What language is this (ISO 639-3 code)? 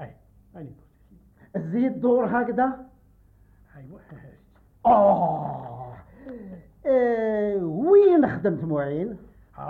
arq